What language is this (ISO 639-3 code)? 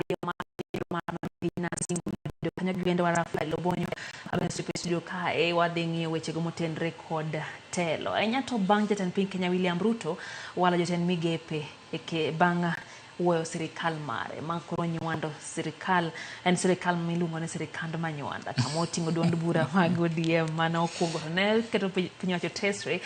luo